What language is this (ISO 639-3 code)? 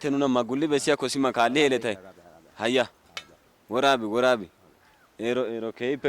wal